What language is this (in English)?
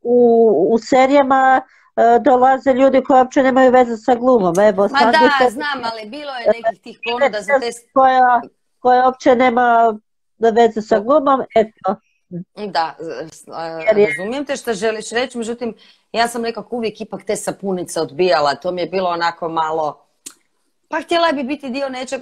Croatian